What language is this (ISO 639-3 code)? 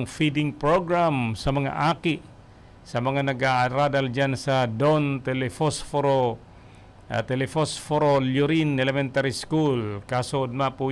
bik